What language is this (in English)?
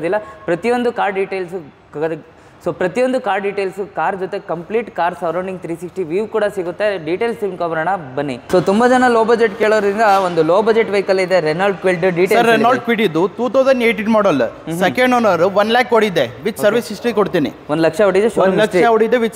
Kannada